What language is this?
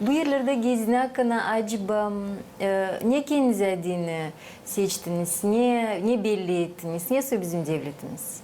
Gagauz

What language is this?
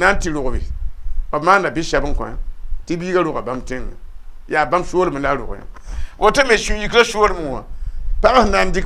Mossi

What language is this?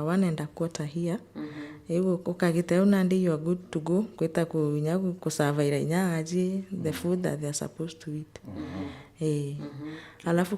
Meru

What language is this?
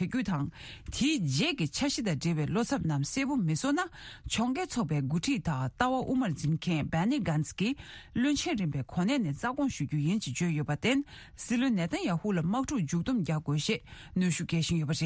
Tibetan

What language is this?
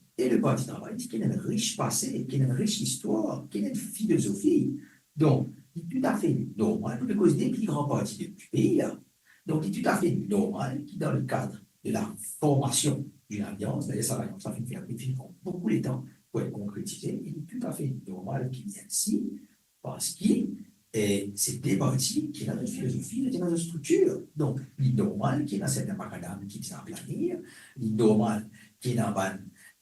Morisyen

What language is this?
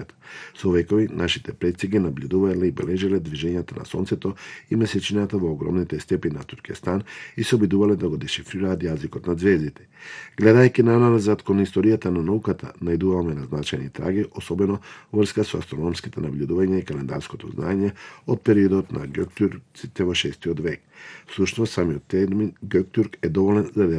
Macedonian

